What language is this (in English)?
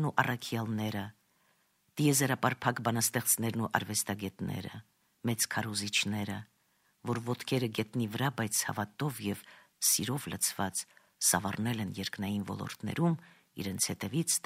Armenian